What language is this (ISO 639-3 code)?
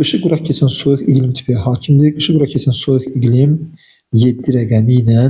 aze